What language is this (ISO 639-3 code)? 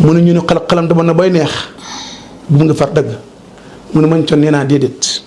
wol